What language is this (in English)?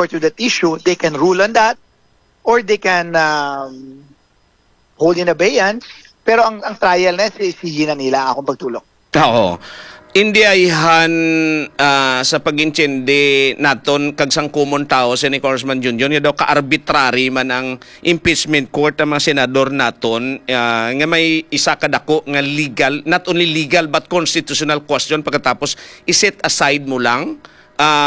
Hiligaynon